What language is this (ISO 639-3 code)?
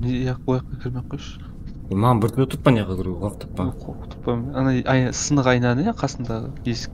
kaa